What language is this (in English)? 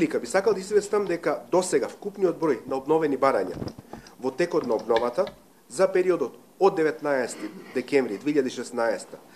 Macedonian